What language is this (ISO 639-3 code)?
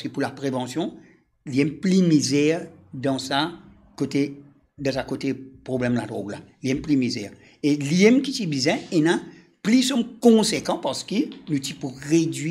mfe